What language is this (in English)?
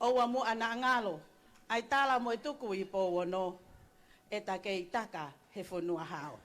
Tongan